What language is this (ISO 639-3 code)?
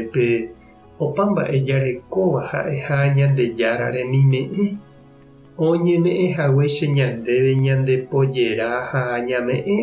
grn